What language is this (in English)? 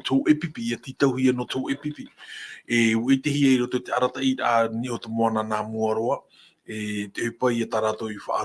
Tahitian